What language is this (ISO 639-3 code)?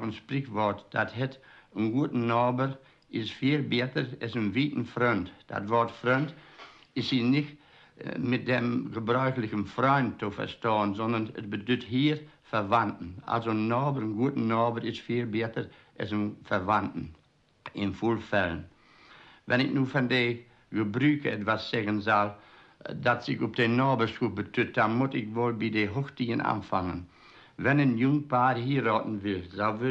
wep